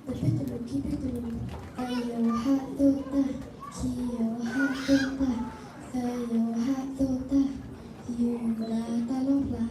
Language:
S'gaw Karen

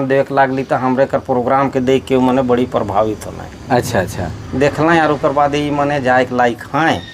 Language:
Sadri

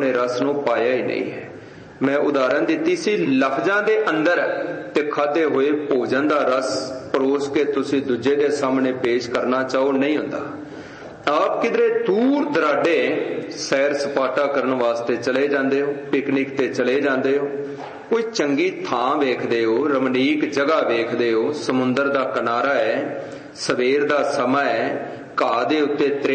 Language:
Punjabi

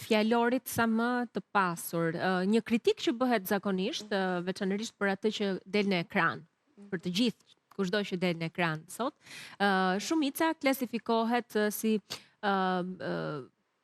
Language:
Albanian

